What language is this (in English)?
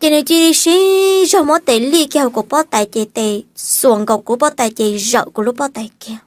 Hmong